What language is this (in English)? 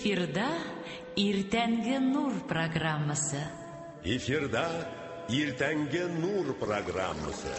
Tatar